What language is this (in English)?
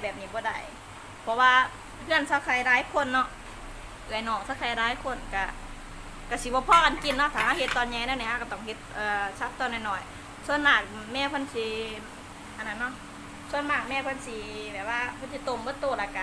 Lao